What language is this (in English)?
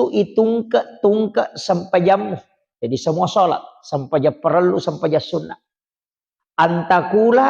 Buginese